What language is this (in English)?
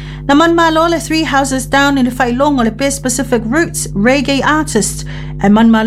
Samoan